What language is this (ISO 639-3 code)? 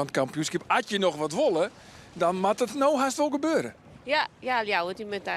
fry